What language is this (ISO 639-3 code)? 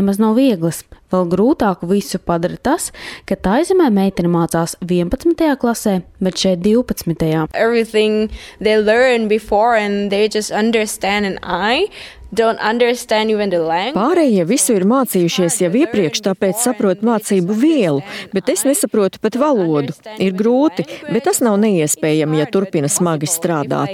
lav